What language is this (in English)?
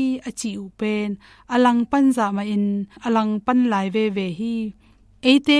Tedim Chin